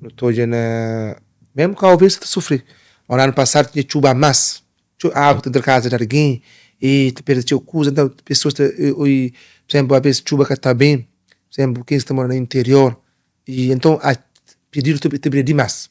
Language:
Kabuverdianu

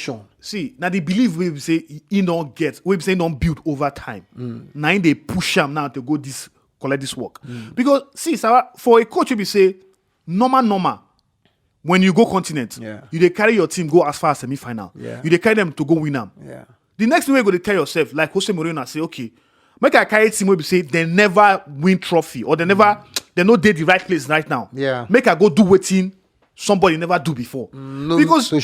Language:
Nigerian Pidgin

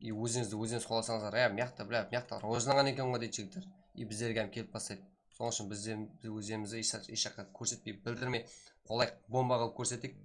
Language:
Kara-Kalpak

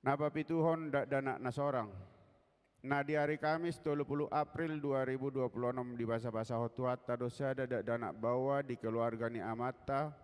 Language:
Batak Toba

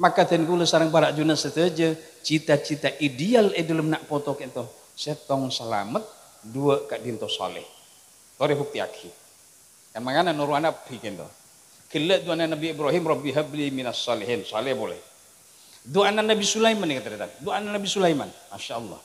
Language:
Madurese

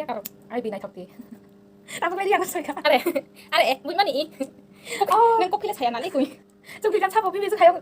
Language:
Kok Borok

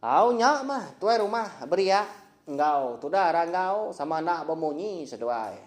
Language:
Iban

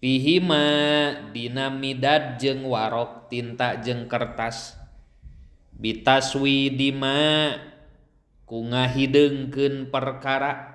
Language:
Sundanese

